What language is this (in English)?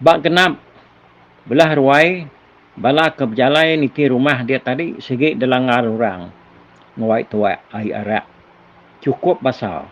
Iban